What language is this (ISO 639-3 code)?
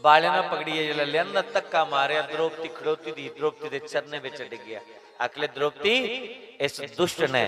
doi